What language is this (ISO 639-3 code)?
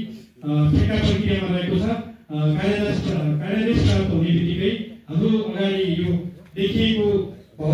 nep